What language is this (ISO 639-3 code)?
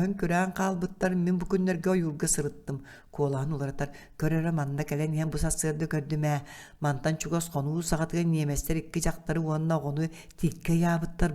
sah